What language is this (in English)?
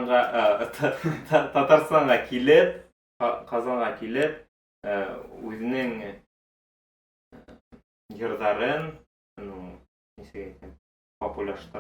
Bashkir